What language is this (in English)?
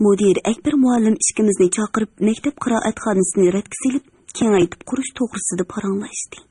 Uyghur